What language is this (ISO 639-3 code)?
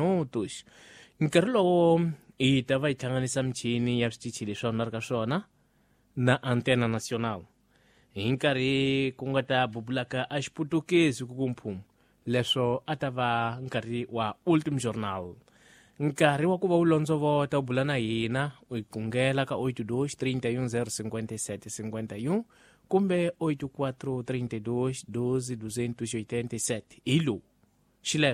tso